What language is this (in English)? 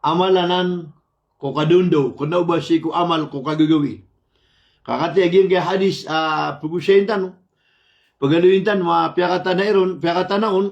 Maranao